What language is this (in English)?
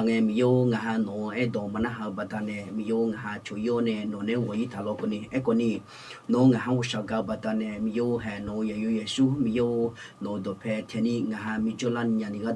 Akha